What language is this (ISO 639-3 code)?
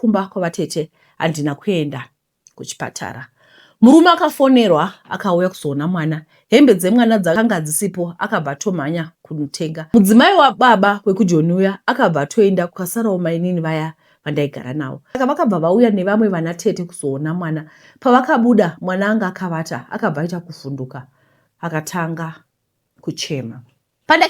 sna